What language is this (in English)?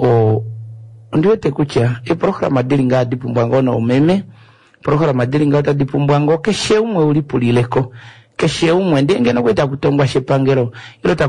Kuanyama